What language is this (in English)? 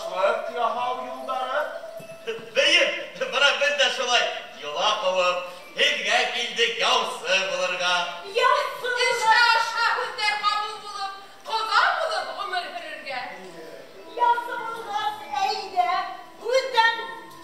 Bashkir